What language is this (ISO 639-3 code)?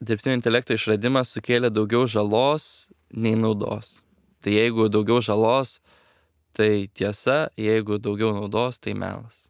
lit